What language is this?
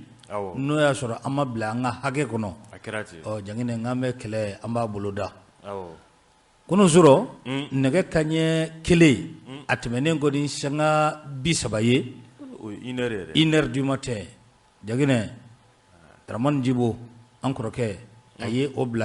Bambara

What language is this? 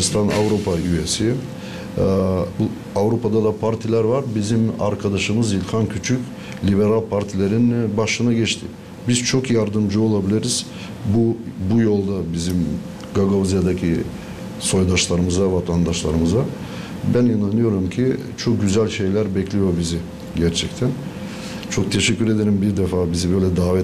Gagauz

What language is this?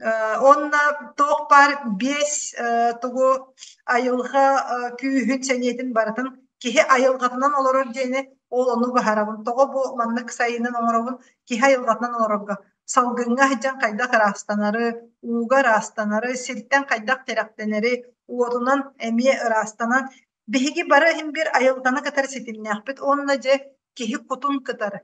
Yakut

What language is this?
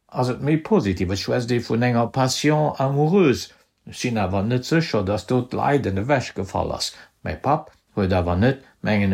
Luxembourgish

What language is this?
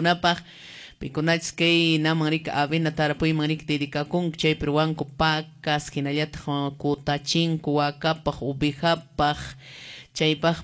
Quechua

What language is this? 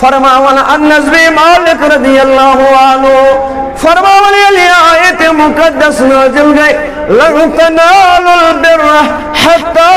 Kashmiri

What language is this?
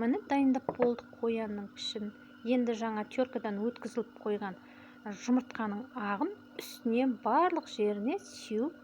Kazakh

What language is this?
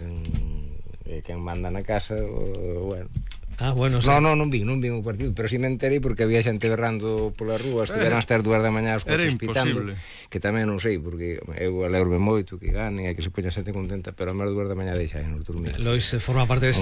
Galician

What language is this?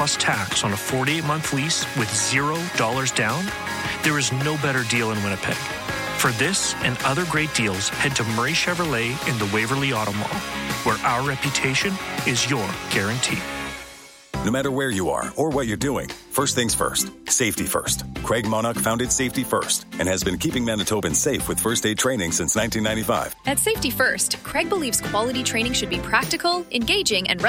English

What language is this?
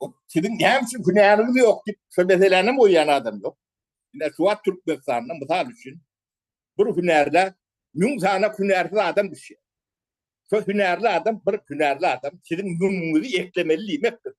Turkmen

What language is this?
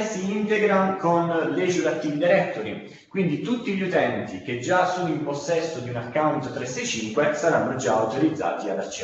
Italian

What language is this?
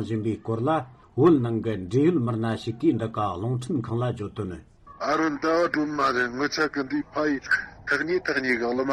Tibetan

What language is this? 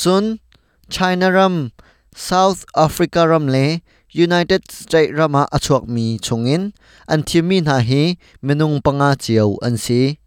Hakha Chin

